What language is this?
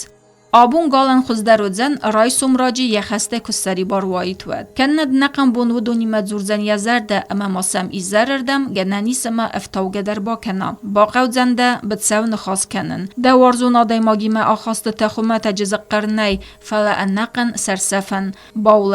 Ossetic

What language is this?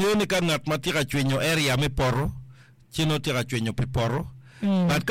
Acoli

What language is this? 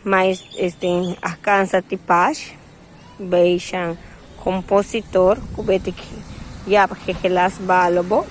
Yucateco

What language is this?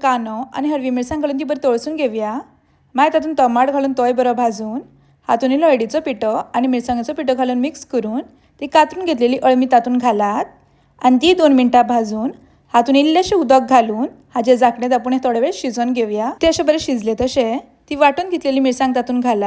Konkani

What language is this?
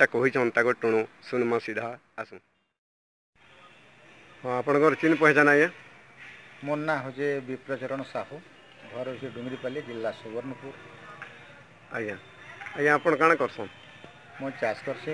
Sambalpuri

